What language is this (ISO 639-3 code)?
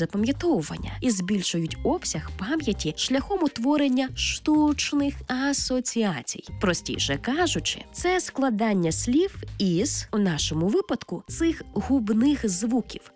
ukr